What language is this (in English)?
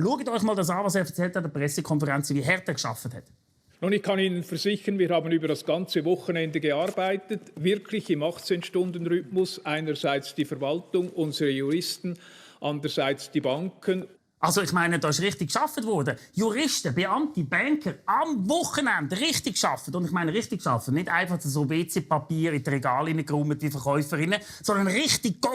Swiss German